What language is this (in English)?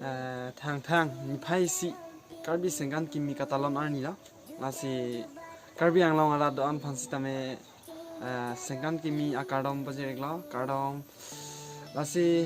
Karbi